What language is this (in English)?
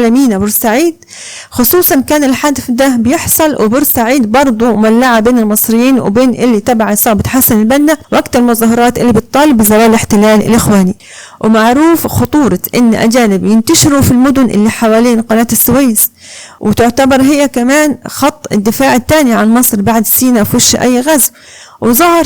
Egyptian Arabic